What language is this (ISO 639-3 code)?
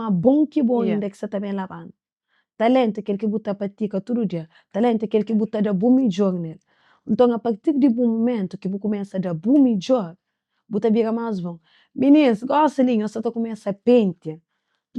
kea